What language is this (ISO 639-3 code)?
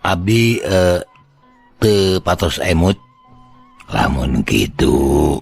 sun